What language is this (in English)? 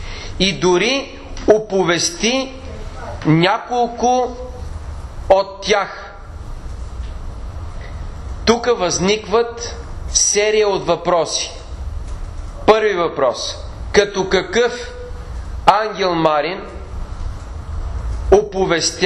Bulgarian